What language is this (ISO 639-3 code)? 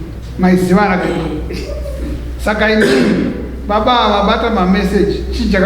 sna